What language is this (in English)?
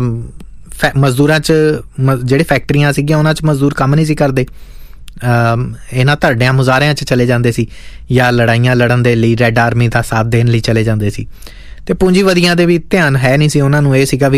Punjabi